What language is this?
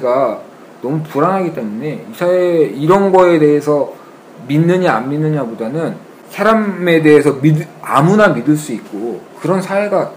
Korean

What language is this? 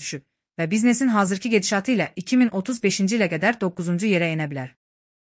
Azerbaijani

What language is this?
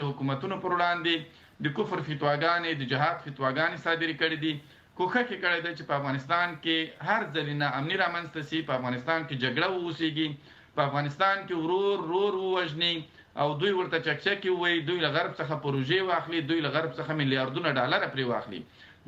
Pashto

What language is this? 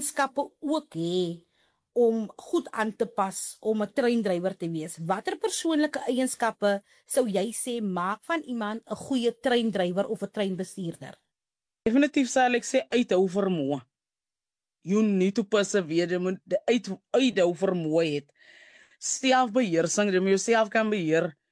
Afrikaans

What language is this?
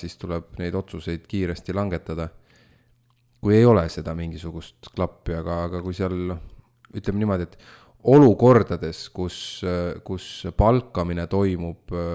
Estonian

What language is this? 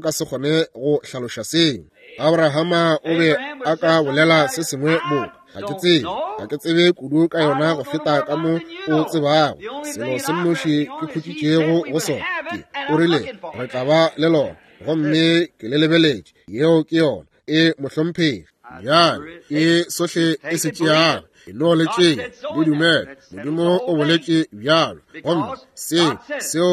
Northern Sotho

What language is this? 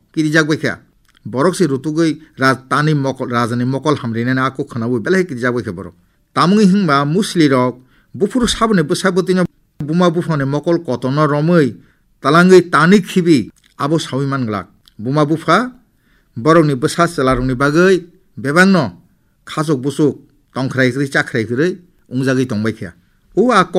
Kok Borok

